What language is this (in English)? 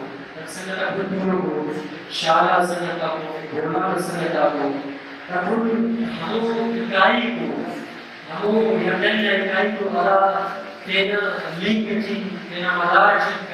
Brahui